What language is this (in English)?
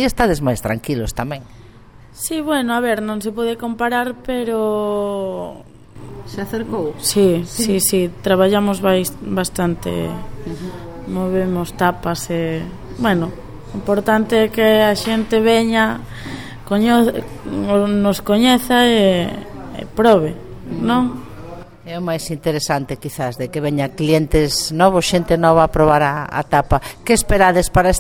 Galician